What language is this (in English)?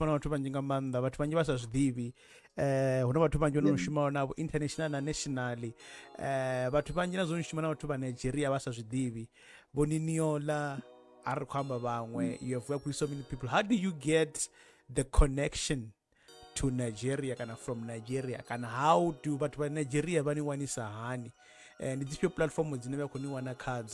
Venda